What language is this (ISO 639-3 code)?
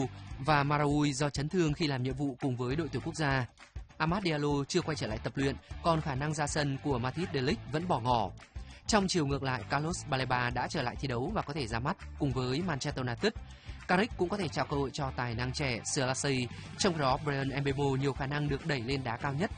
vie